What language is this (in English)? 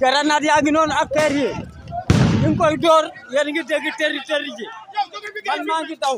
Wolof